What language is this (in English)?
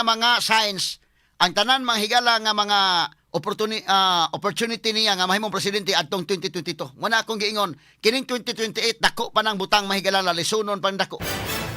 Cebuano